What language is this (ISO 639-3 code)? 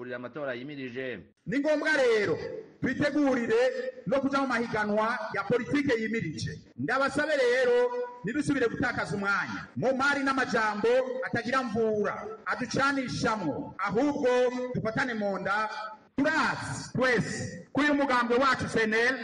run